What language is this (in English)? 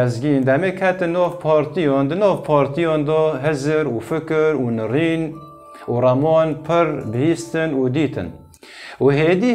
Kurdish